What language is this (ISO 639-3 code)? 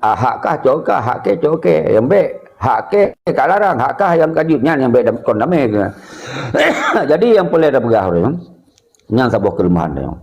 ace